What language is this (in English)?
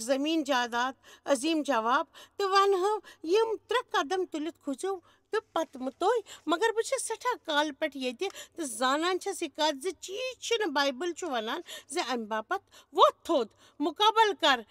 Kashmiri